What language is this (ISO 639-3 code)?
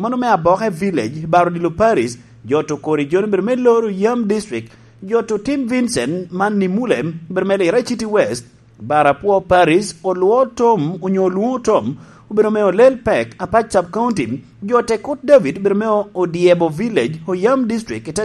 laj